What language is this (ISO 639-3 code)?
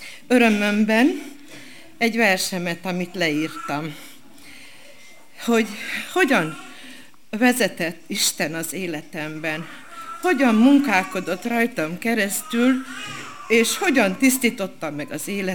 hun